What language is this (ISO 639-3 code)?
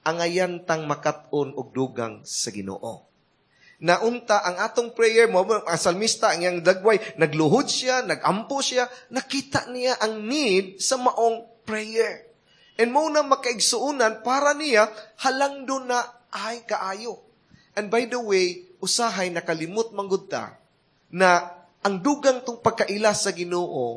ceb